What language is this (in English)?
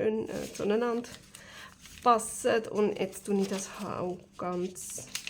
Swiss German